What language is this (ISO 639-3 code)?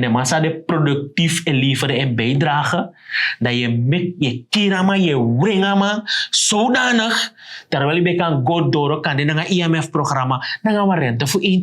srn